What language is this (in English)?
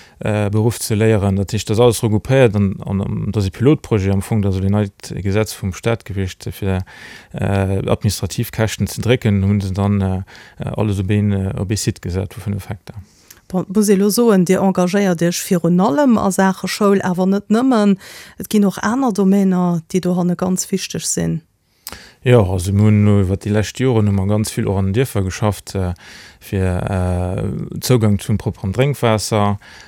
Luxembourgish